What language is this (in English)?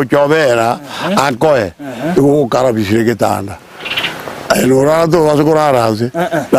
Gusii